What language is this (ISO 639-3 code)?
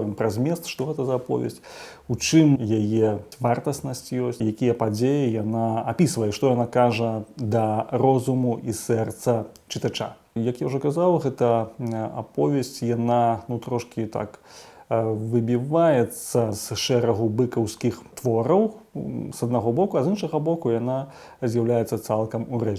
bel